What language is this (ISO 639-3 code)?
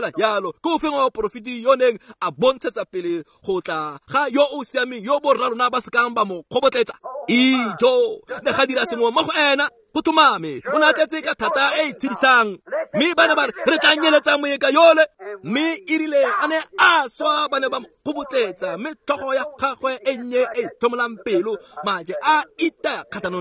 tsn